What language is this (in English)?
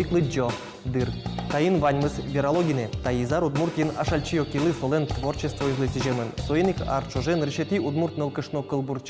Udmurt